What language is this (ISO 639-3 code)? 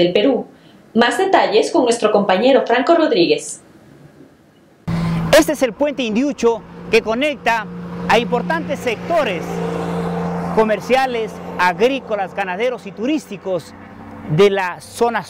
spa